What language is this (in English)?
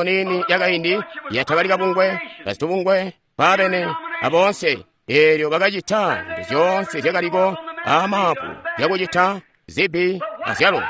Tonga (Zambia)